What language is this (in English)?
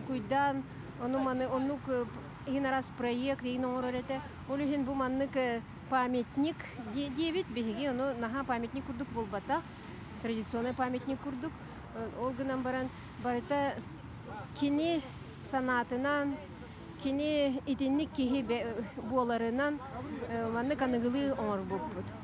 Yakut